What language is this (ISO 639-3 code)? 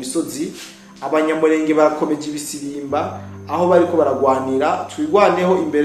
run